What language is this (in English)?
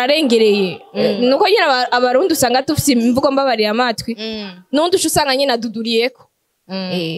Rundi